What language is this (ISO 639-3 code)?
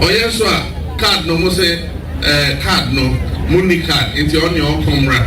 aka